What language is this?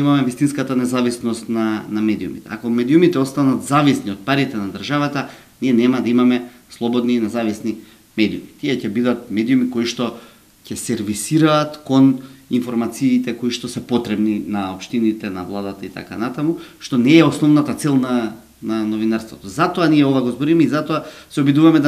Macedonian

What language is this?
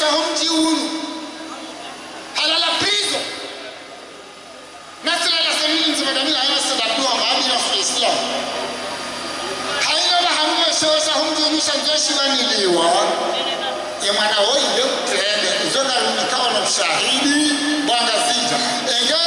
Swahili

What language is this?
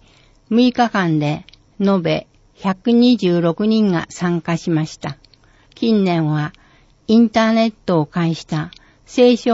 Japanese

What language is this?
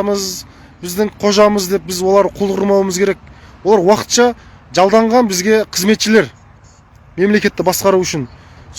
Kazakh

